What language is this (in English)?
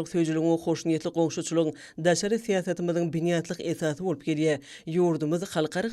Turkmen